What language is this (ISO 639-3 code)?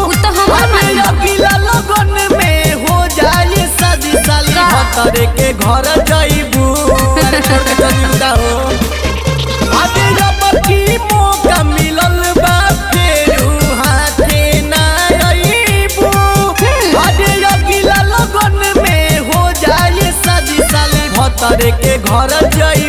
bho